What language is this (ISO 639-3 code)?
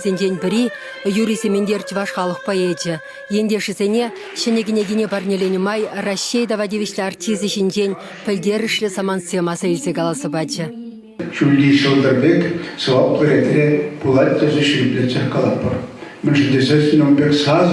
chv